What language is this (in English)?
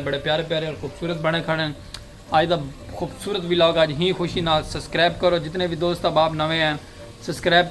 Saraiki